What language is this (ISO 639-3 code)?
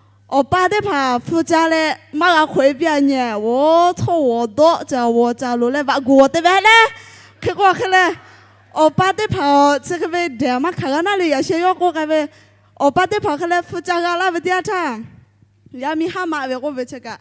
lhu